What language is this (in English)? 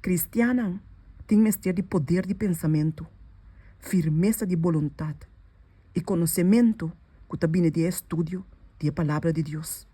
Papiamento